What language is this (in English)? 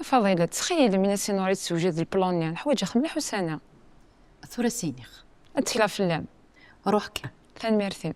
Kabyle